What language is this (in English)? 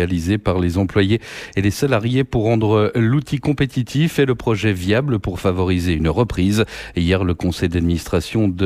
French